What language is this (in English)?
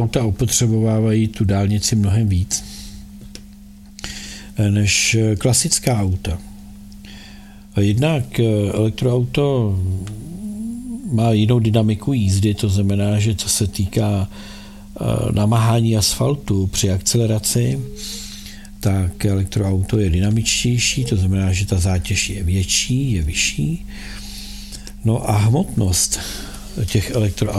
Czech